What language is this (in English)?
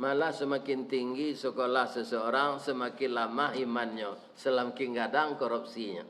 Minangkabau